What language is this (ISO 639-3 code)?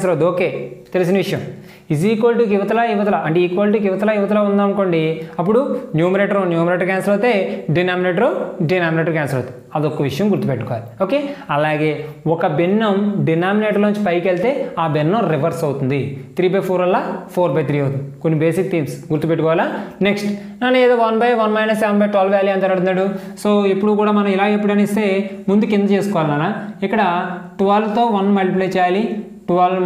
tel